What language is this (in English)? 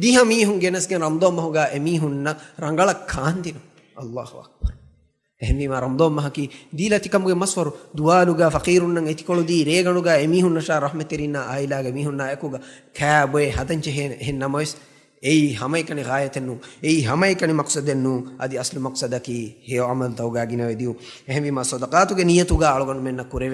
Divehi